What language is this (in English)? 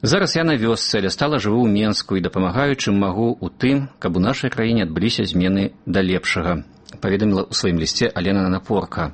Belarusian